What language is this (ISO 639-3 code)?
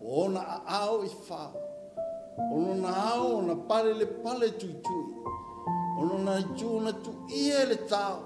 smo